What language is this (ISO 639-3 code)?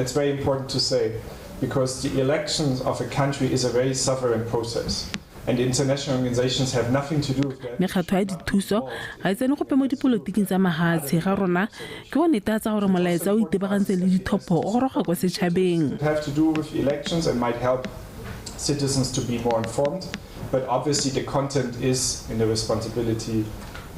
tsn